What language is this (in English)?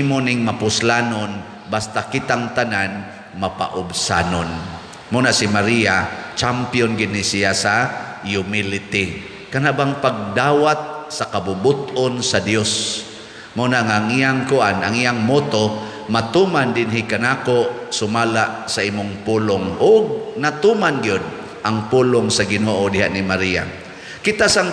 Cebuano